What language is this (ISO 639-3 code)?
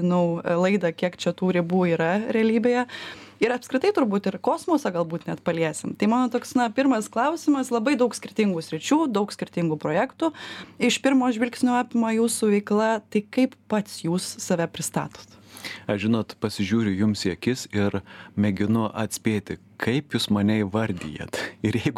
lit